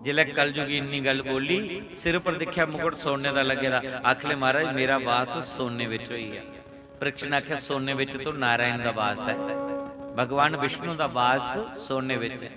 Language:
Dogri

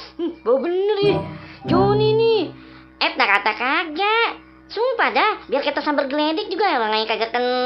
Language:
Betawi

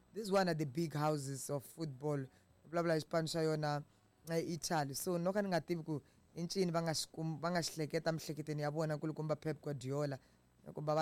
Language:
Tsonga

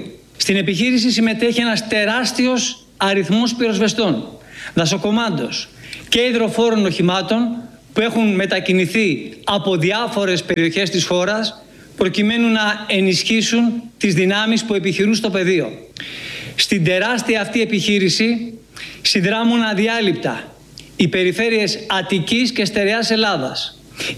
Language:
Greek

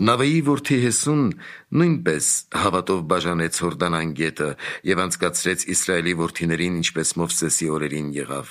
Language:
Armenian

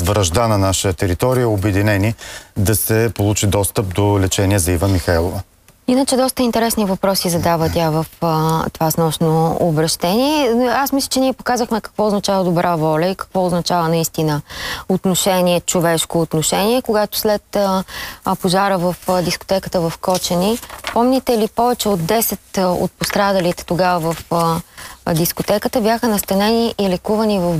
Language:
Bulgarian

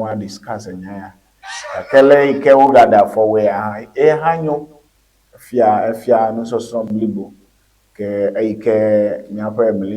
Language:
Ewe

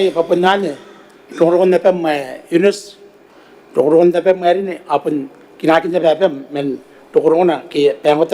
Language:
Gilbertese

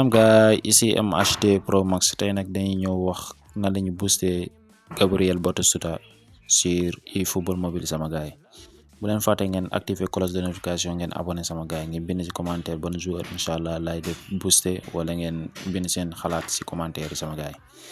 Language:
Wolof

